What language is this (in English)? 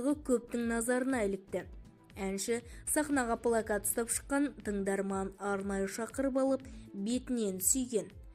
Kazakh